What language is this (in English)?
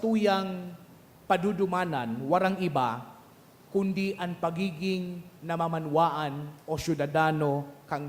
Bikol